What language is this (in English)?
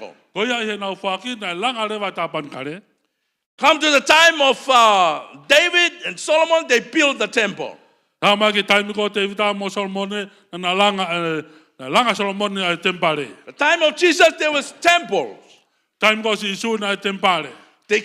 Tongan